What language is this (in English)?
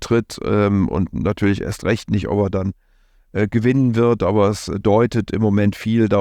German